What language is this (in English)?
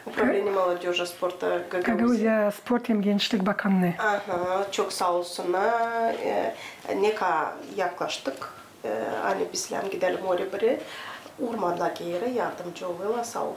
Gagauz